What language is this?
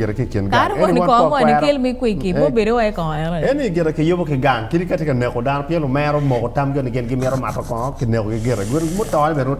Acoli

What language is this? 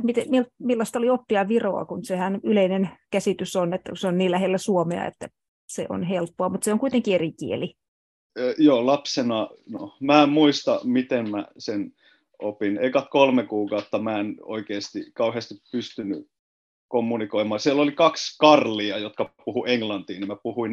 Finnish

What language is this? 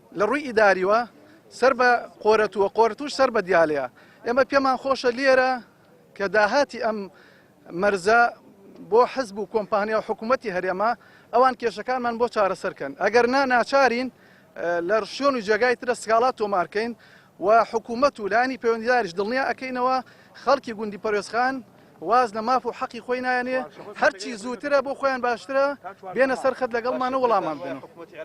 Central Kurdish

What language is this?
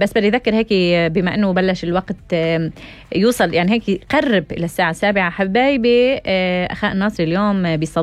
North Levantine Arabic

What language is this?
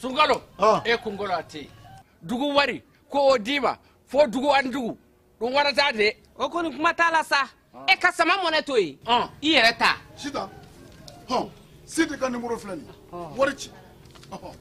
Bambara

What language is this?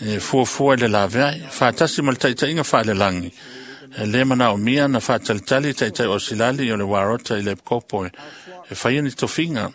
Samoan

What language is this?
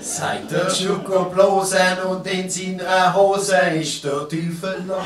Swiss German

